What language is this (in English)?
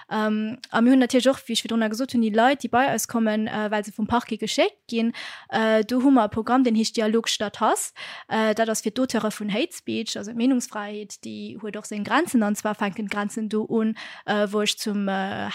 Luxembourgish